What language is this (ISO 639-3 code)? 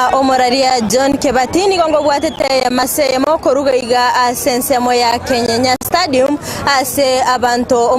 guz